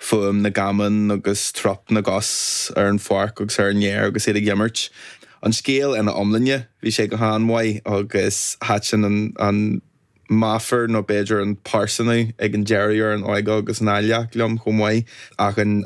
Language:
Irish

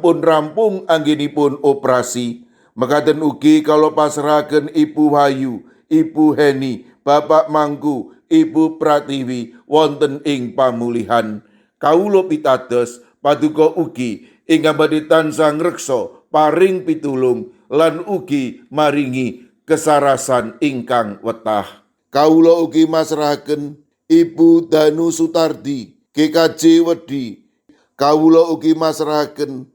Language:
Javanese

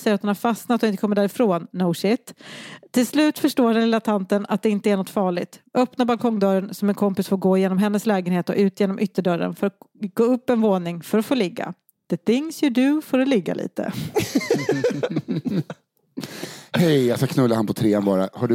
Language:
Swedish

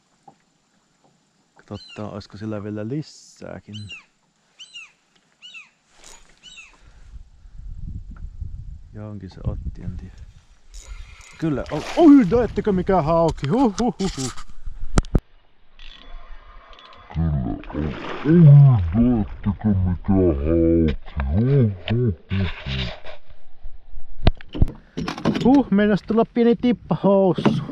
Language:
Finnish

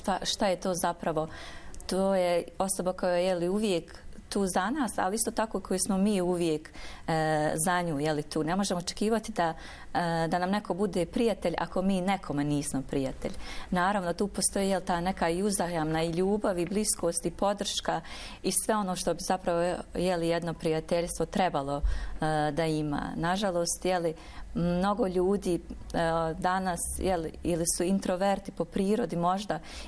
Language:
Bosnian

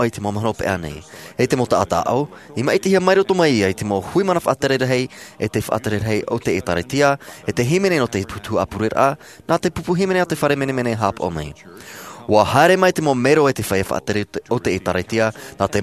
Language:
Tahitian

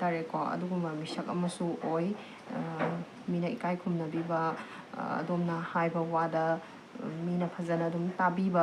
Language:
Manipuri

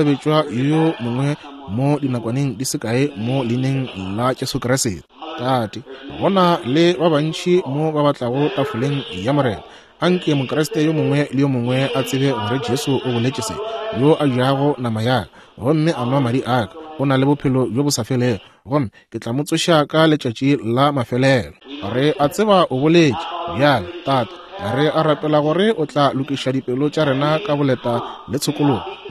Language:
Northern Sotho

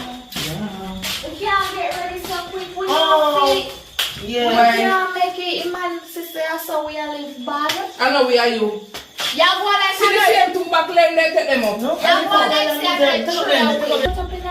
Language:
Jamaican Creole English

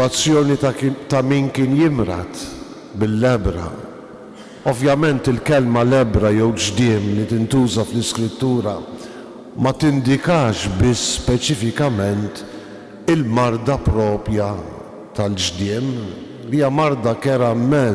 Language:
Maltese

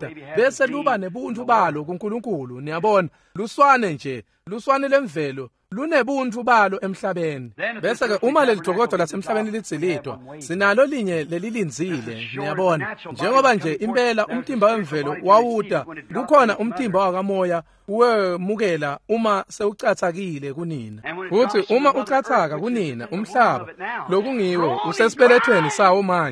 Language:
Swati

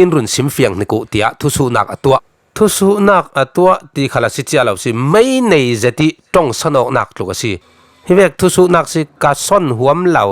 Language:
Falam Chin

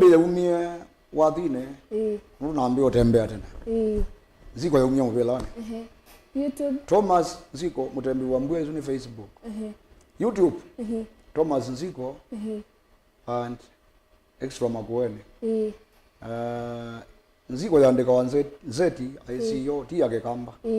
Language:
Kamba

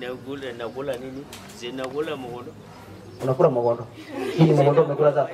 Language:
Gusii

